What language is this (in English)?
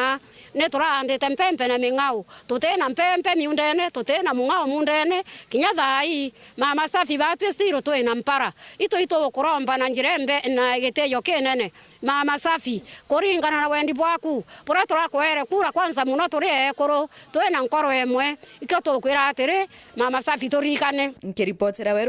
Meru